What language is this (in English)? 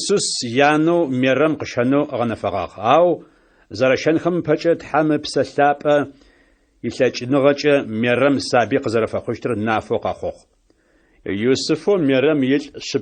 Adyghe